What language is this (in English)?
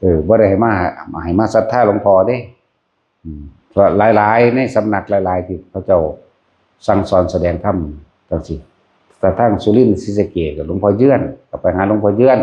Northeastern Thai